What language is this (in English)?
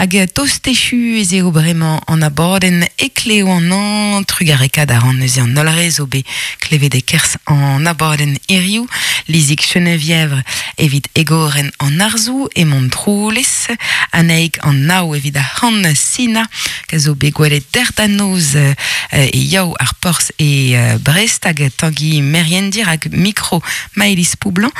Breton